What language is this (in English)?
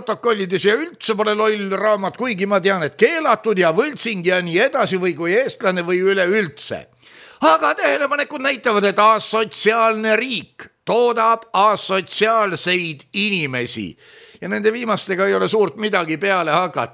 Estonian